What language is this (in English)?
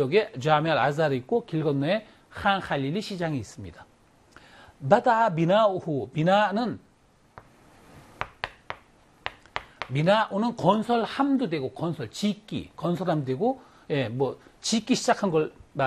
Korean